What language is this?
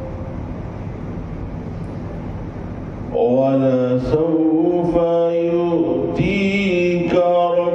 Urdu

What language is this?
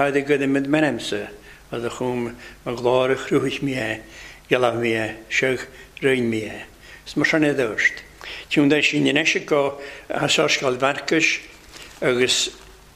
Welsh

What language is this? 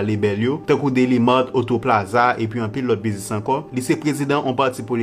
Haitian Creole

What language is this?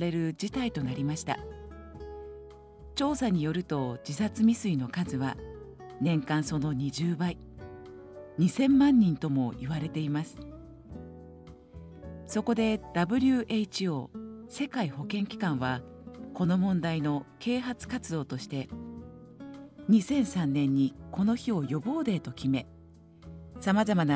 Japanese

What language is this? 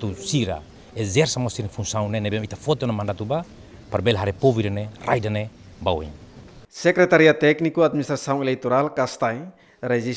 Tetum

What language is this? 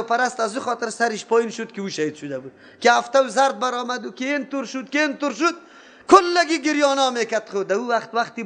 Persian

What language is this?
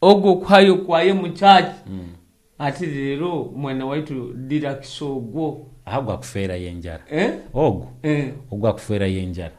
Nyoro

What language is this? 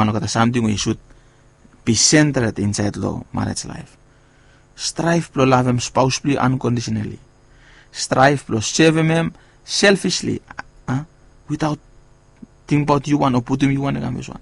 Bislama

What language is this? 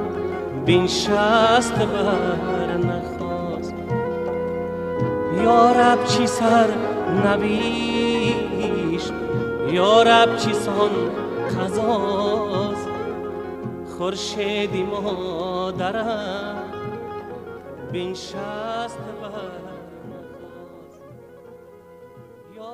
Persian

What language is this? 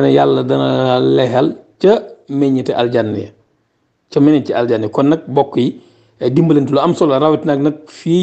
Wolof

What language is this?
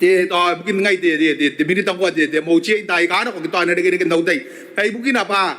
Gilbertese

